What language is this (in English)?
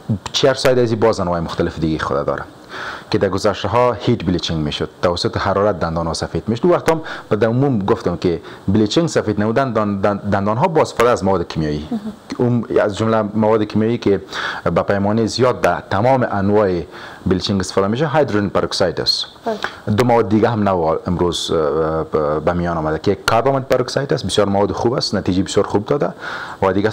Persian